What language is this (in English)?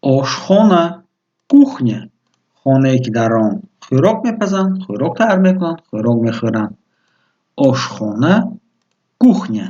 Tajik